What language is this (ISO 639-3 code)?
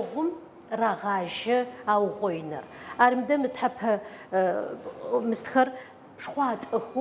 ady